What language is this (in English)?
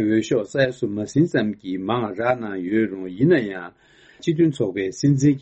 Tibetan